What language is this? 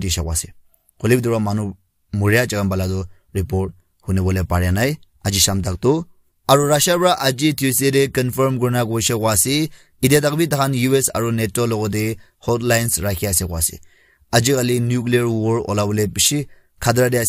Naga Pidgin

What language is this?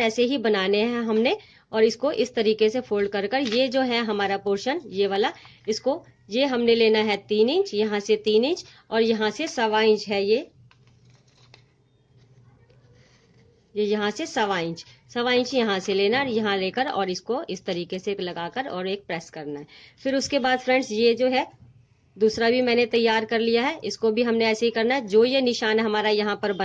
Hindi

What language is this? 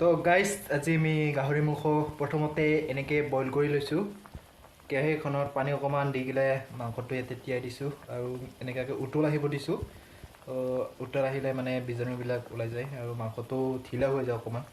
Assamese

